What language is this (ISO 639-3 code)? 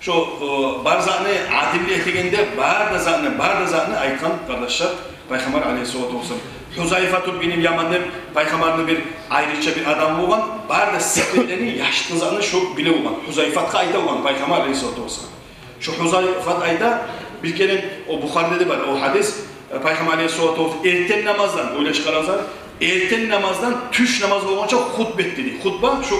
kum